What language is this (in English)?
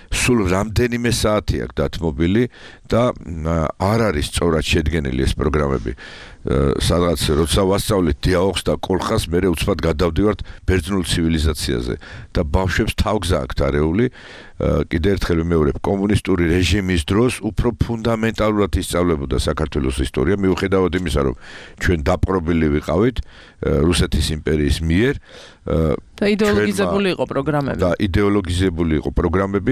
Georgian